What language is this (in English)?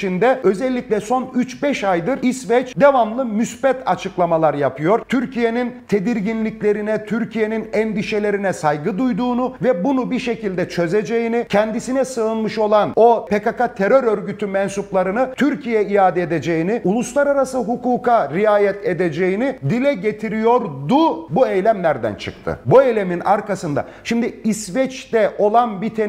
Turkish